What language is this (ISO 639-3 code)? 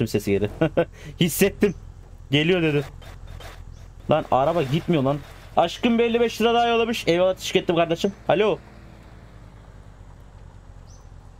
tur